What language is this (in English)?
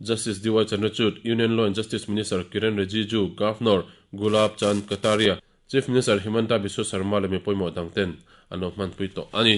Mizo